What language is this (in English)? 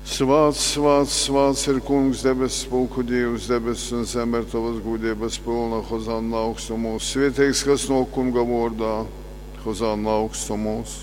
Latgalian